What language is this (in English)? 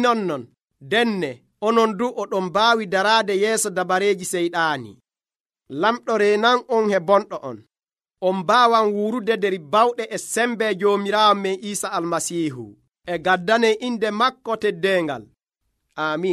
Nigerian Fulfulde